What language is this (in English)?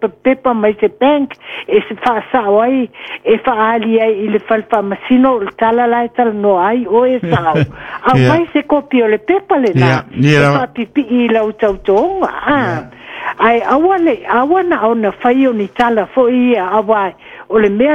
Samoan